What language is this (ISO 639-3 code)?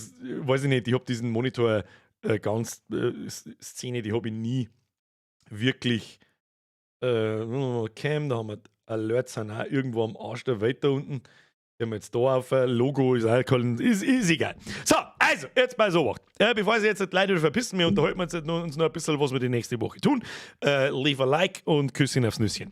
bar